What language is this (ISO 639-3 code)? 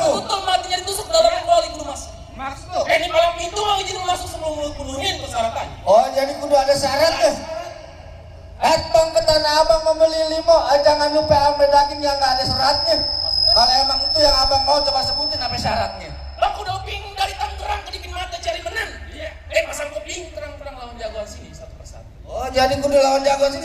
bew